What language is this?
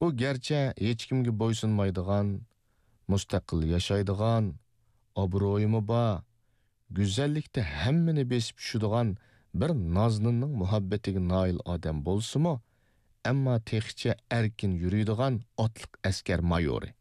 Uyghur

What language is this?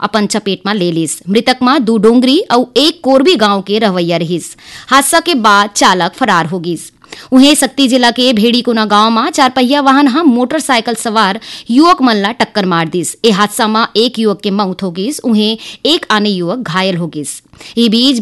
Chhattisgarhi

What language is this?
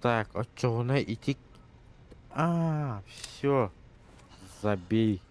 Yakut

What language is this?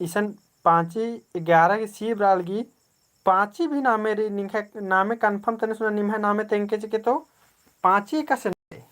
Kurukh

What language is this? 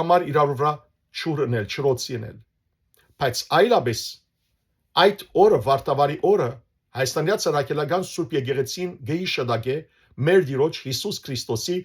Western Armenian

